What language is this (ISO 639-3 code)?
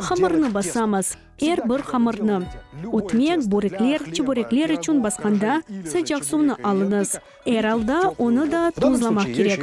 crh